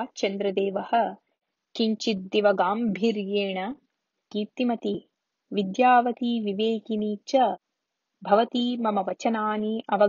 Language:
Sanskrit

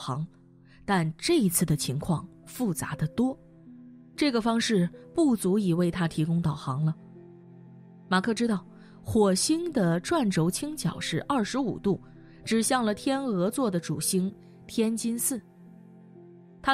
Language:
Chinese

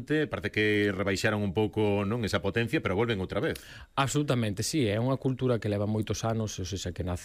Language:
Galician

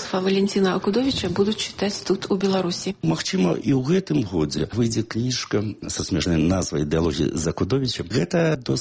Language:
Belarusian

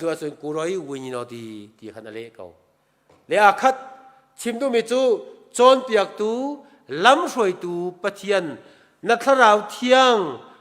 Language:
Hakha Chin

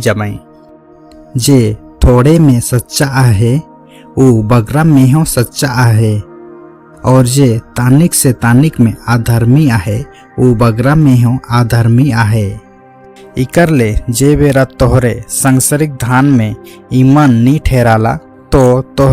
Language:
Sadri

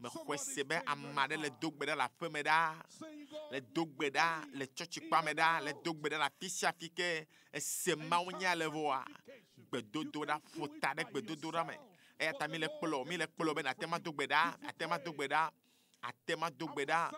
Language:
Ewe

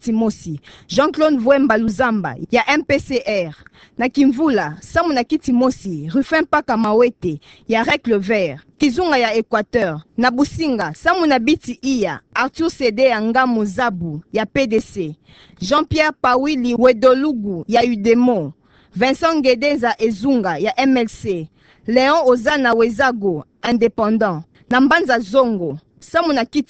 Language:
Kituba (Democratic Republic of Congo)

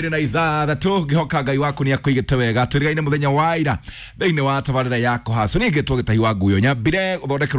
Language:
Kikuyu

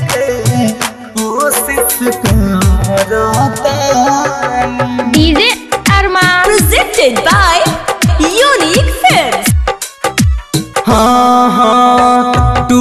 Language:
Bhojpuri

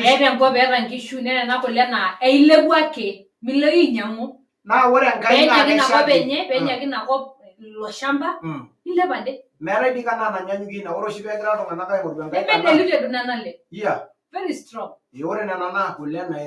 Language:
Masai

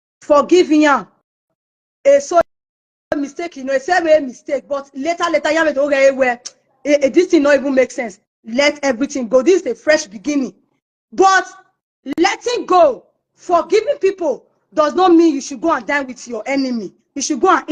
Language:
Nigerian Pidgin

